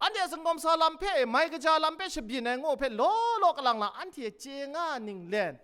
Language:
Kachin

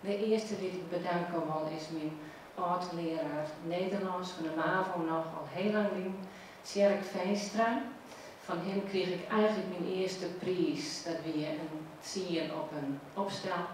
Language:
Western Frisian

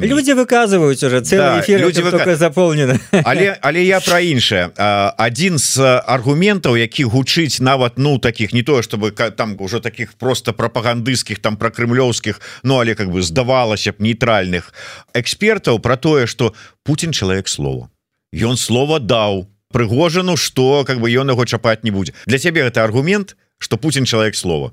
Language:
Belarusian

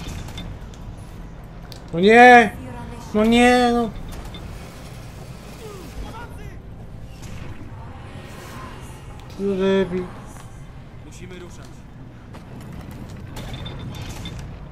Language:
Polish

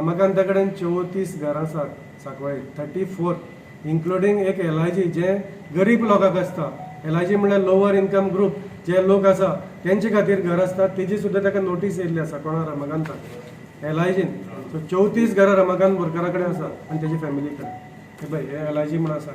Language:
Konkani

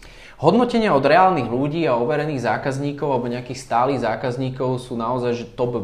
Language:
Slovak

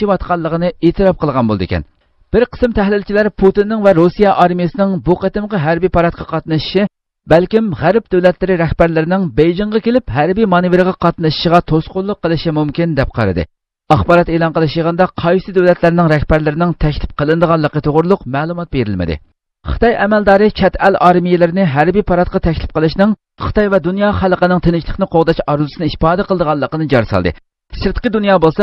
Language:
Uyghur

